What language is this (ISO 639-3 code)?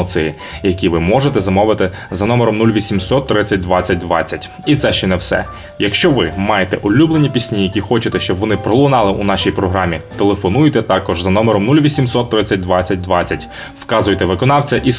ukr